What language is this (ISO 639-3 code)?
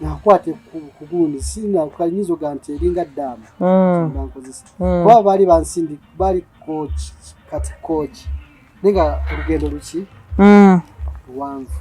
lug